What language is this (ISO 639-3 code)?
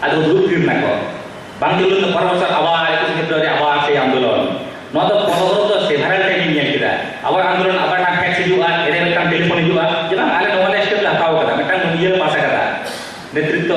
sat